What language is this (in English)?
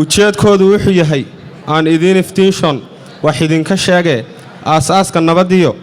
Somali